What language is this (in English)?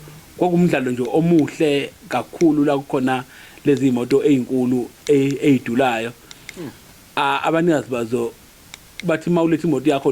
Zulu